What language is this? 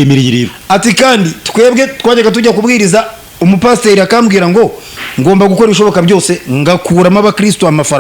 Kinyarwanda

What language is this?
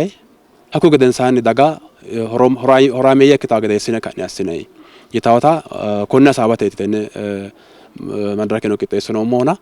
Sidamo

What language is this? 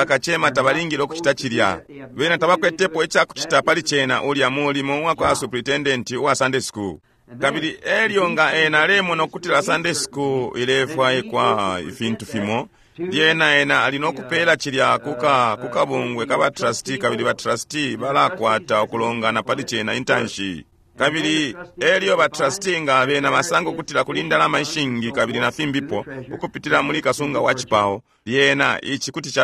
Bemba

